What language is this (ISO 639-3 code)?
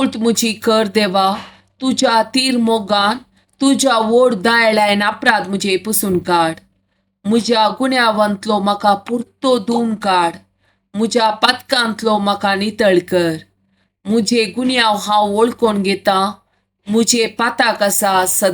kok